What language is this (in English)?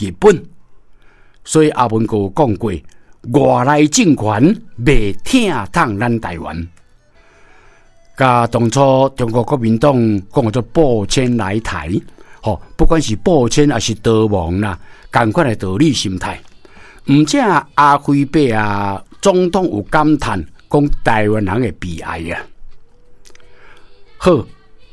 Min Nan Chinese